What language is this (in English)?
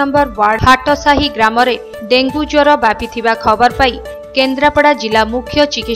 Odia